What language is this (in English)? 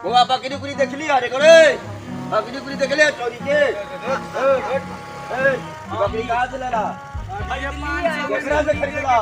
Maithili